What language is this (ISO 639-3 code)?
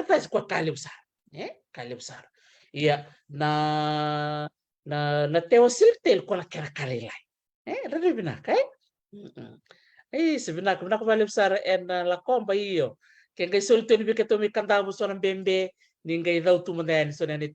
fij